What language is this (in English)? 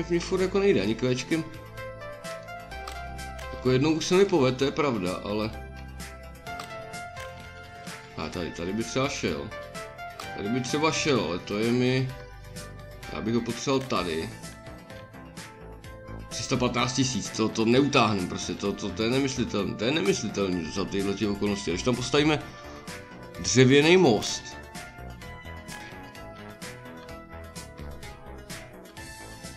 Czech